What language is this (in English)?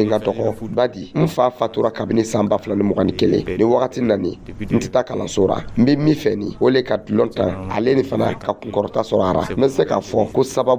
Dyula